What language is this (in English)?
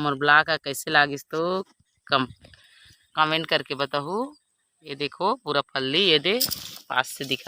Chhattisgarhi